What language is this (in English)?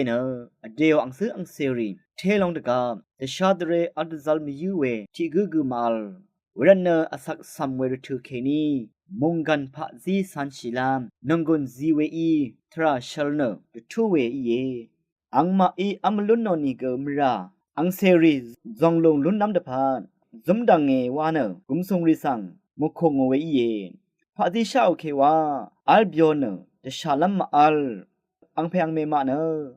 Rawang